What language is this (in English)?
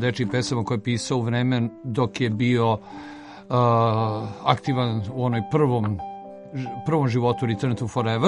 Serbian